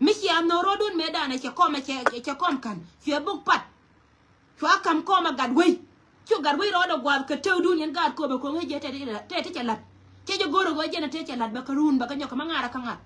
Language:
Nuer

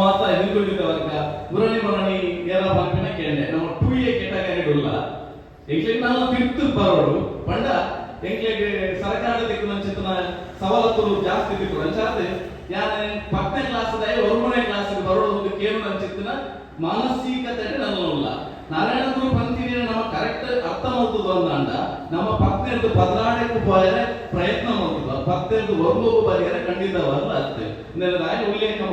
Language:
Tulu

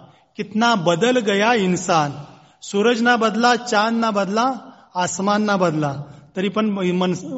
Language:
Marathi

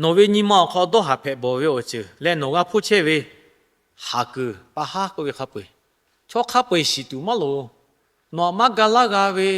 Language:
Lahu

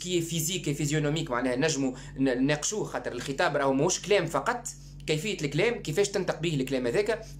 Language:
Tunisian Arabic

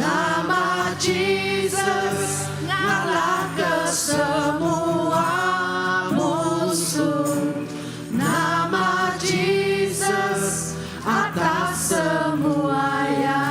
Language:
Iban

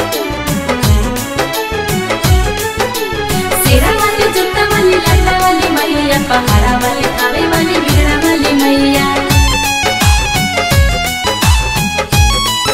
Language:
Bhojpuri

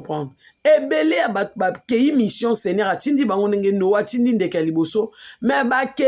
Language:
Lingala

